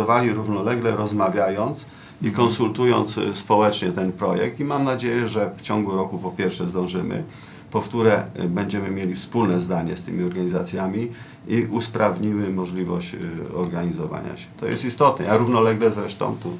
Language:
Polish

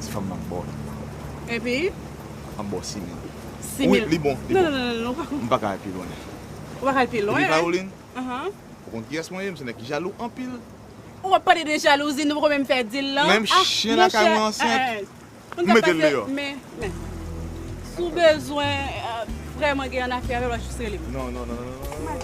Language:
Haitian Creole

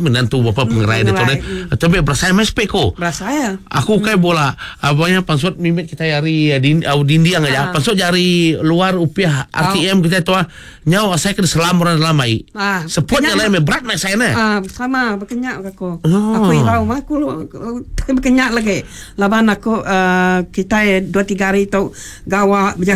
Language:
Iban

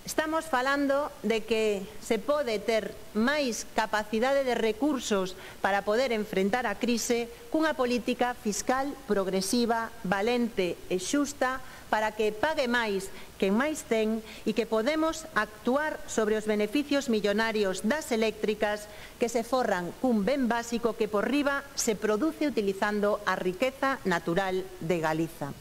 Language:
Galician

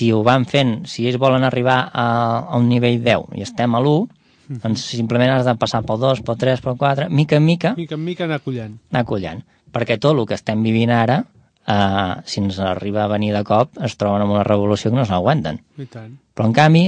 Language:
Catalan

